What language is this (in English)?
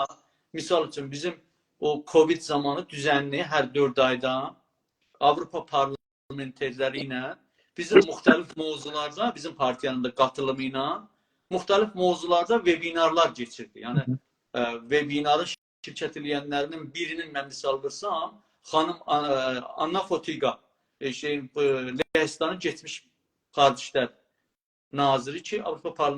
South Azerbaijani